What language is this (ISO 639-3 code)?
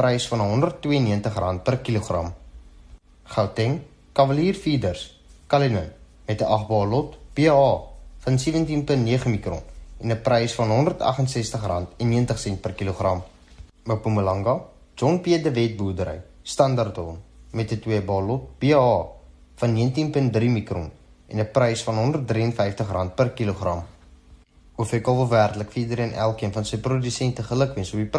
afr